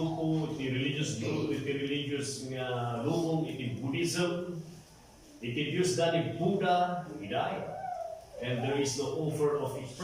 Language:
Iloko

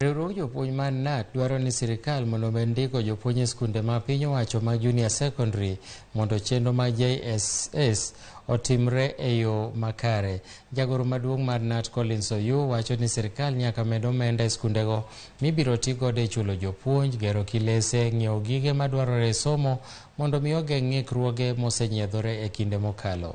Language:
Luo (Kenya and Tanzania)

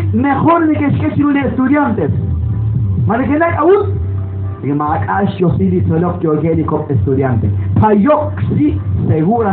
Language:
Kekchí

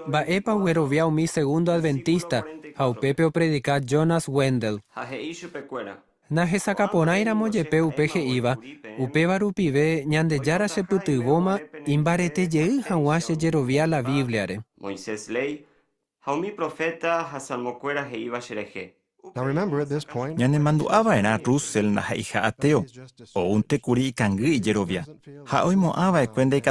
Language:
Guarani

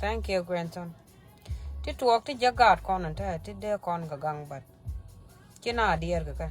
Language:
Nuer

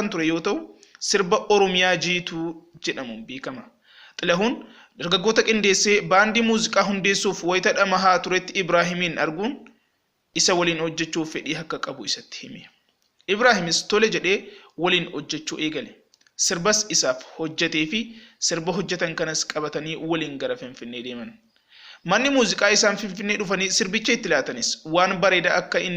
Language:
Oromo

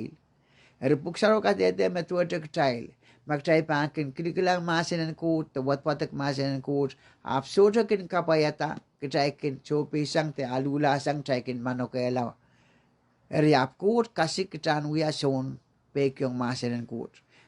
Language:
Pohnpeian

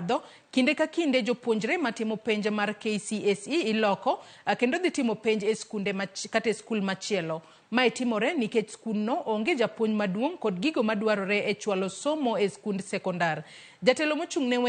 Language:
Luo (Kenya and Tanzania)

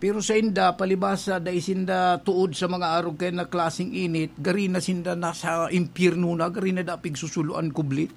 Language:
Bikol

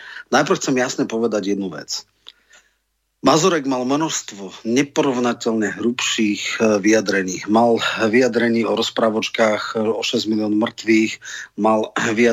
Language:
Slovak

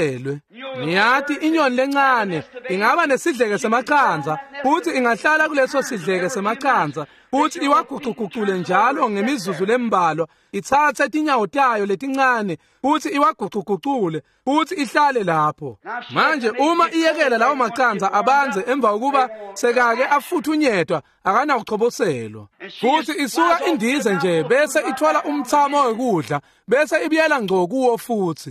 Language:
Swati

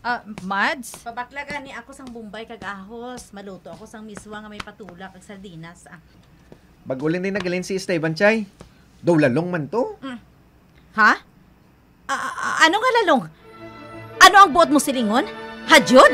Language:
Hiligaynon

